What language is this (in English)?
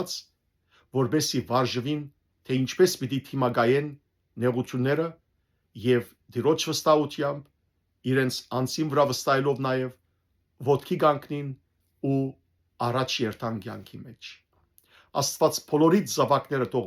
Western Armenian